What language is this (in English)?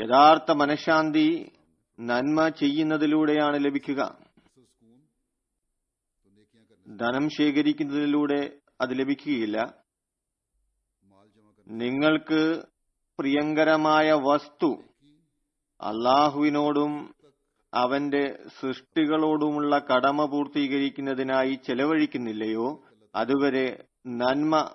Malayalam